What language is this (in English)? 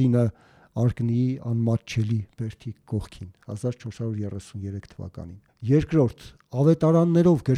Armenian